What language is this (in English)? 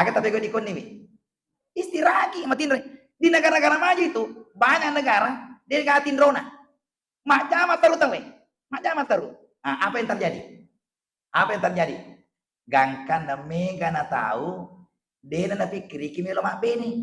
Buginese